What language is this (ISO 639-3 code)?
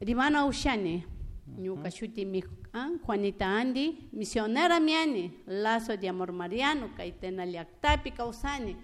qug